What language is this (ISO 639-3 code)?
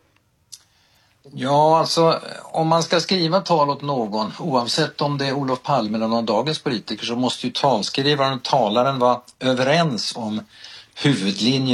swe